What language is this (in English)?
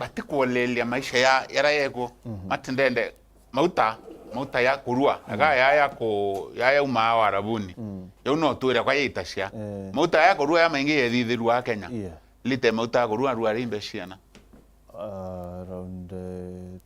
Meru